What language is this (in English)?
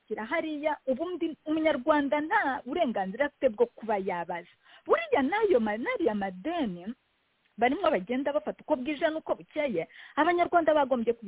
Kinyarwanda